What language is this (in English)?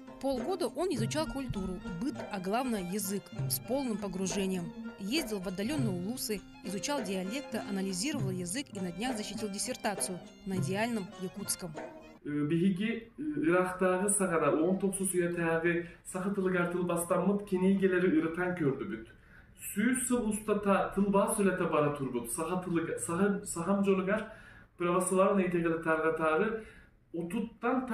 Yakut